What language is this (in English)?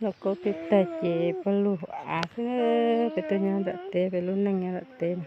Hmong